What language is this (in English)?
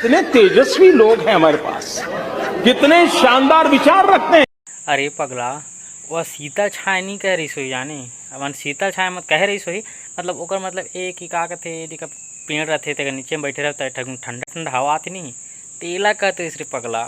Chhattisgarhi